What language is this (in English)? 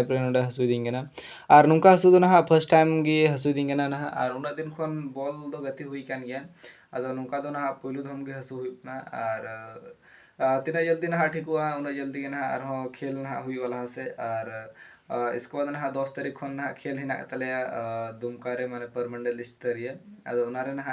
Santali